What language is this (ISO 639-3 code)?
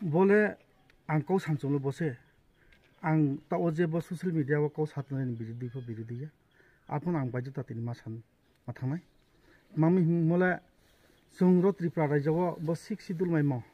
ria